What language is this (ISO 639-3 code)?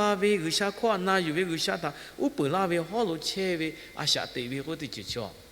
lhu